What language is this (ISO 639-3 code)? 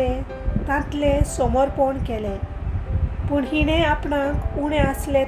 kok